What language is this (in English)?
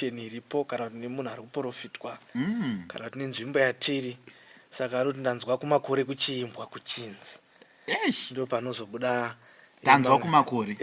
Shona